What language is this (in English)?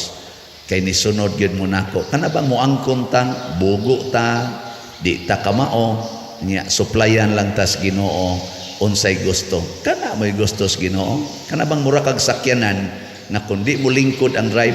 Cebuano